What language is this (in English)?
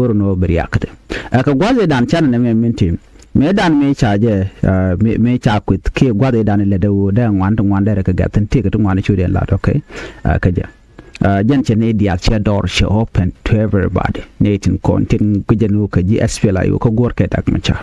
Nuer